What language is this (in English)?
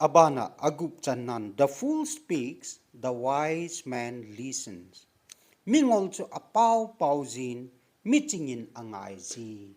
Thado Chin